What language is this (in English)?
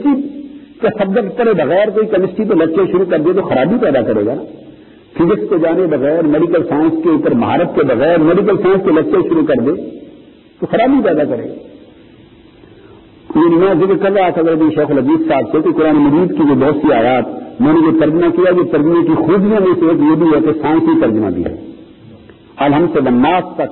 Urdu